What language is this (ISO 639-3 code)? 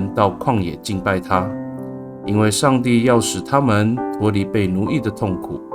ami